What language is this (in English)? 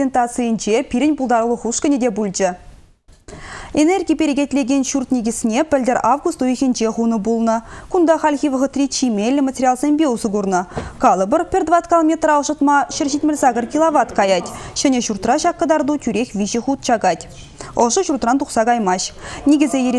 Chuvash